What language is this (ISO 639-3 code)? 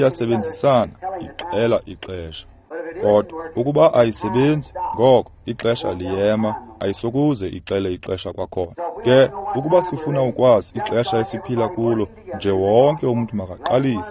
xho